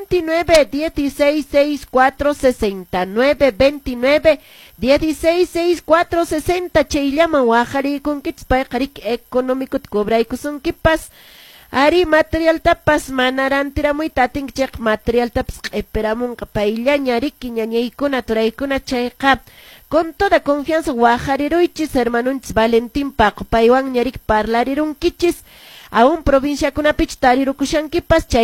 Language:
Quechua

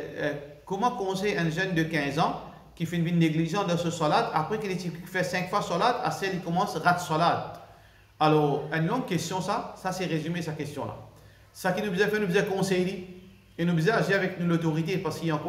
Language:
Morisyen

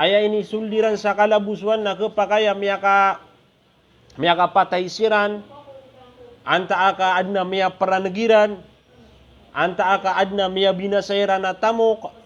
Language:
Maranao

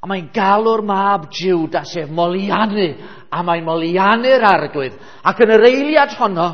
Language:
Welsh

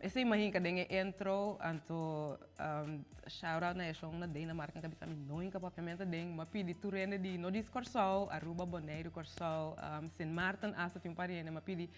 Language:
Papiamento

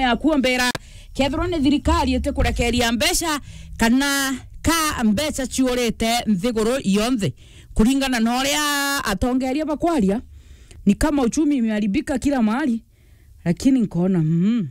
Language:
Meru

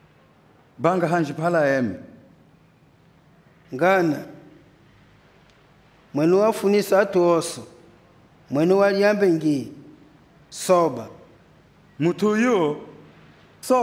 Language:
Kimbundu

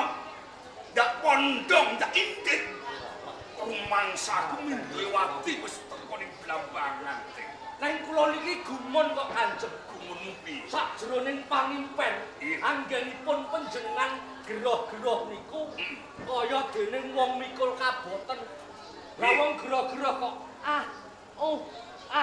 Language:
Javanese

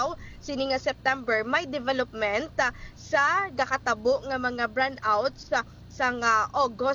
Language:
Hiligaynon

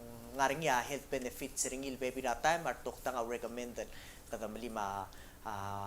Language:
Palauan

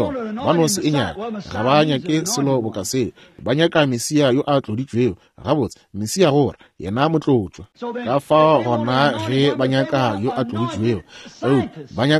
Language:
Northern Sotho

